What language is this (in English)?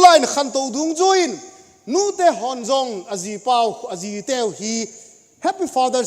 Thado Chin